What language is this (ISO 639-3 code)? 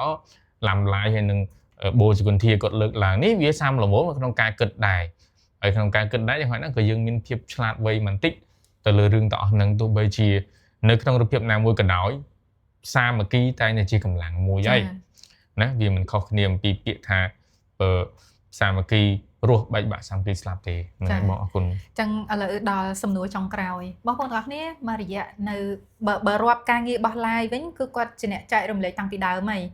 khm